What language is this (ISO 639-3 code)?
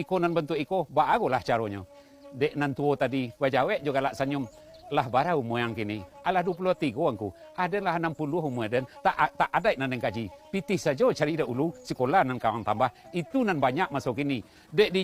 min